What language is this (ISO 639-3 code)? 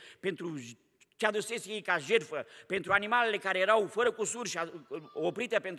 ron